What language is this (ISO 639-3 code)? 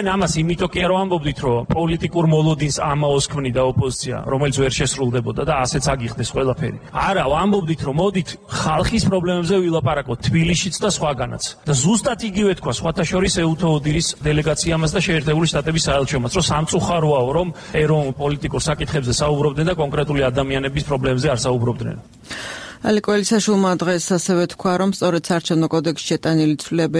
kat